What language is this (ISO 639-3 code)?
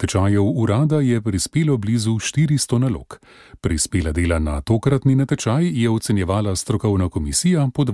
slv